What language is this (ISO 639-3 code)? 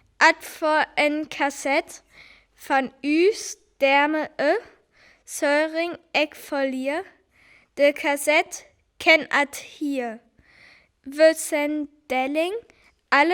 frr